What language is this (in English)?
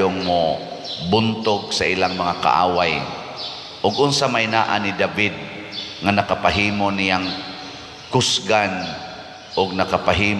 Cebuano